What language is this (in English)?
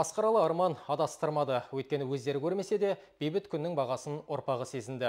Kazakh